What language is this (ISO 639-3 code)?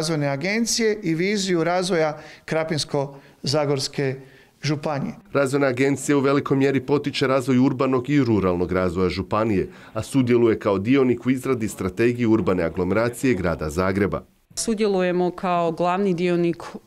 hrv